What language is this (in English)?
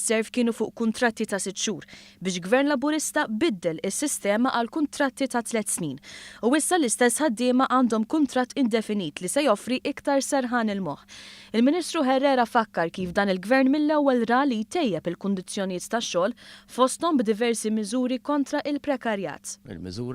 Maltese